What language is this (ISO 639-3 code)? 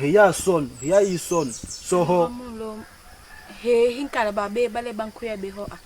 bas